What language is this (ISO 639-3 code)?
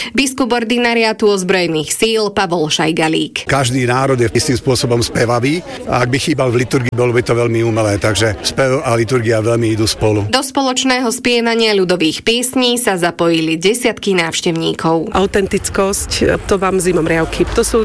slk